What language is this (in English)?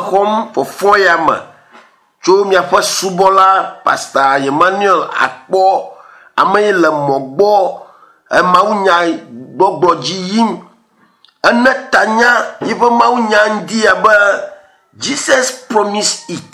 Ewe